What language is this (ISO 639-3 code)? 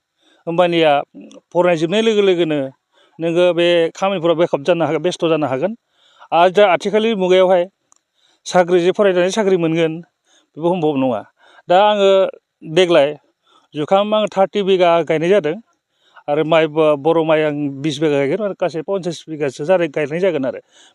brx